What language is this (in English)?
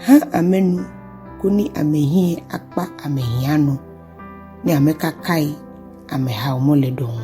Ga